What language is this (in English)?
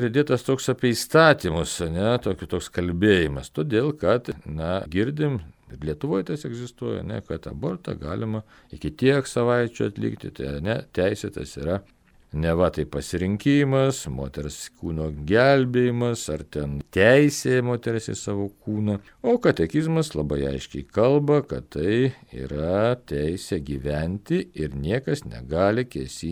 Lithuanian